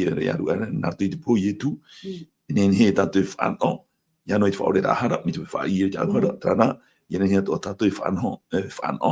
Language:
Tahitian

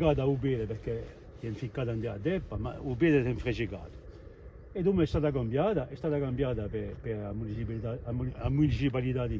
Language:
Corsican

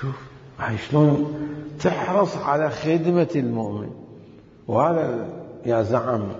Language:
Mesopotamian Arabic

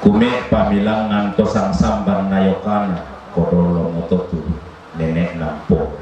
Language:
Toraja-Sa'dan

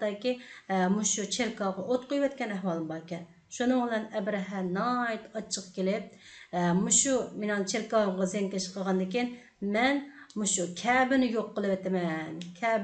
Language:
Uyghur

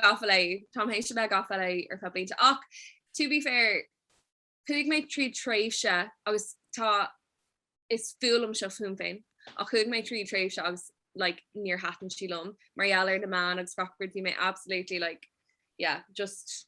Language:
Irish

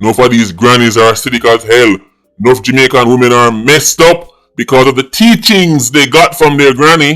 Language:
Jamaican Creole English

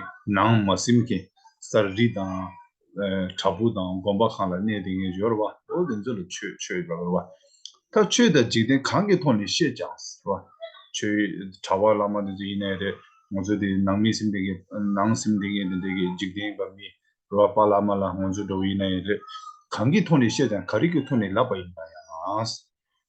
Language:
Tibetan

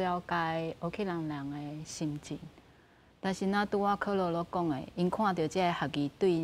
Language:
Min Nan Chinese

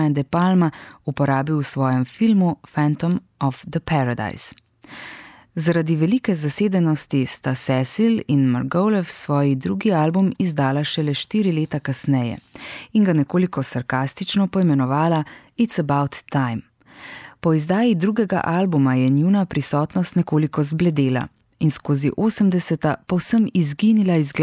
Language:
Slovenian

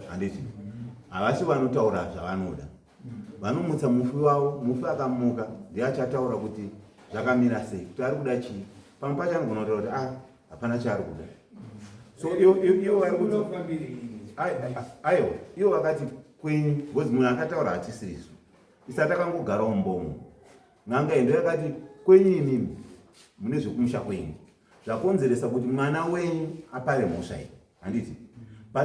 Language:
Shona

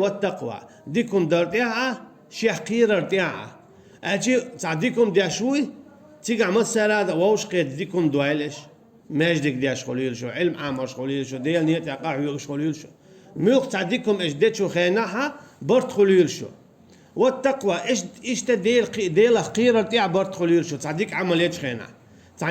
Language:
Chechen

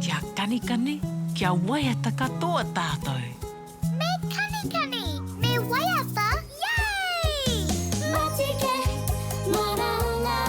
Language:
Māori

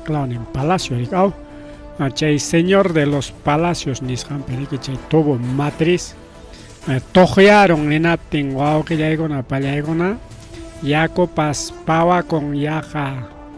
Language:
Ayacucho Quechua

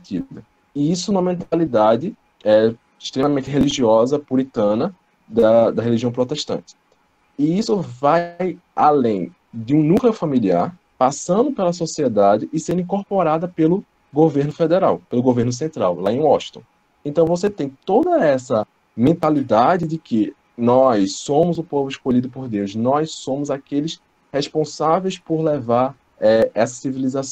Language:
Portuguese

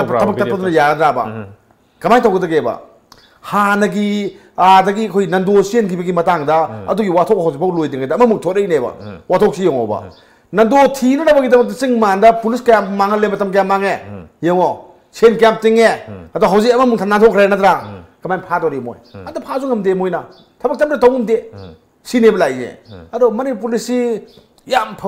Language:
Manipuri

